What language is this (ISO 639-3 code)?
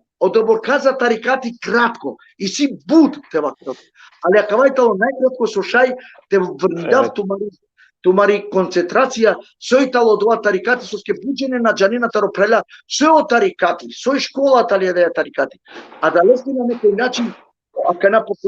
rmn